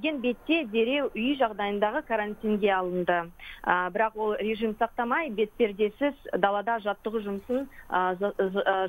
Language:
Kazakh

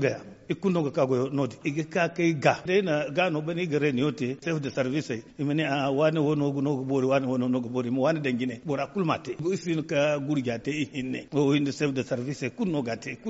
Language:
Zarma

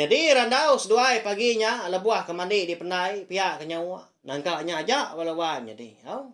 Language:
Iban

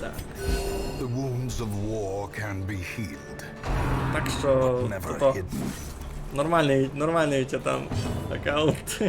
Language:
Rusyn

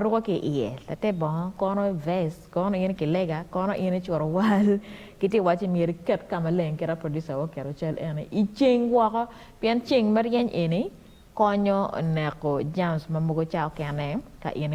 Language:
Acoli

